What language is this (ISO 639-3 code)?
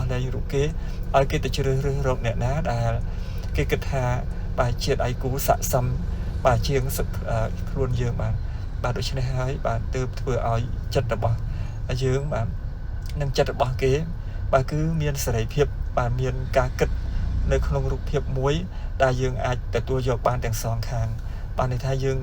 khm